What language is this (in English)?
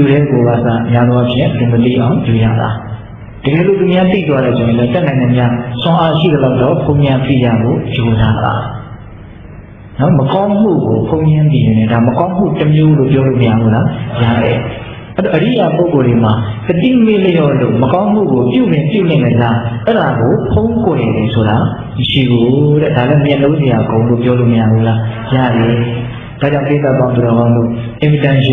Burmese